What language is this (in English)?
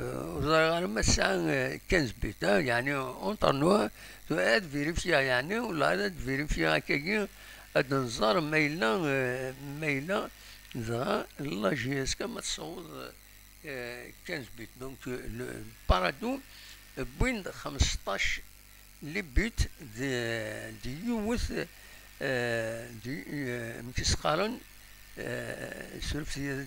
Kabyle